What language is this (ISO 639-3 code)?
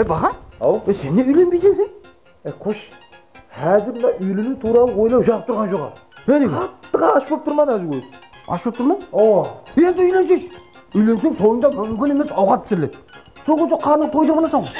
kaa